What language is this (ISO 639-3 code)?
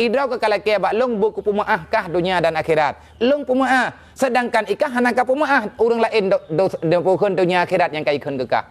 ace